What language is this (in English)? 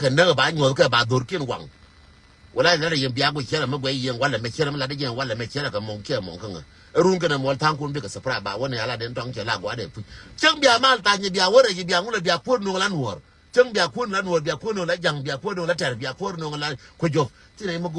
Nuer